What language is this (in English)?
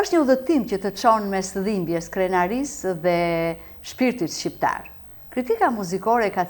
Albanian